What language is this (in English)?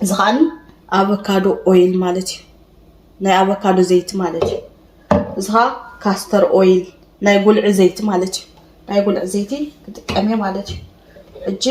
Tigrinya